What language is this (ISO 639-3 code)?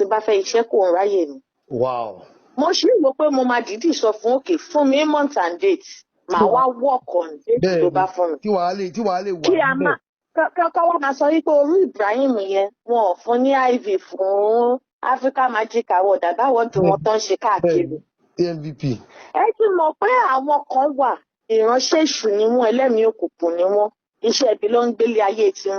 yor